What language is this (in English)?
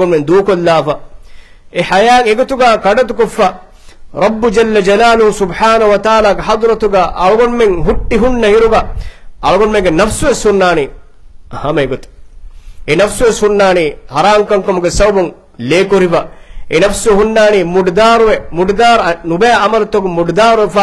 Divehi